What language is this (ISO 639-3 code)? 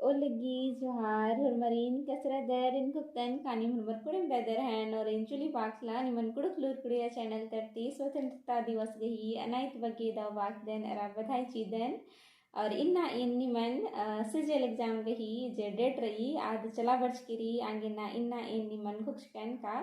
kru